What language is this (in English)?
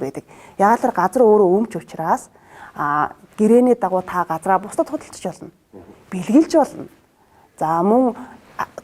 Mongolian